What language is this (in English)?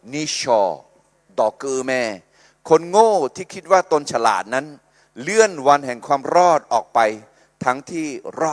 Akha